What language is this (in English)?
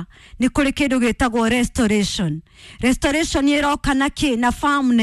Kikuyu